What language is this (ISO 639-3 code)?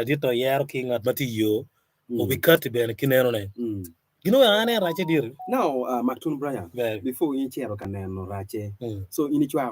ach